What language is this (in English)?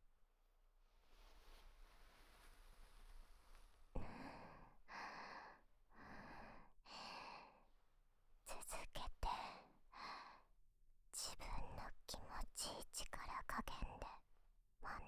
Japanese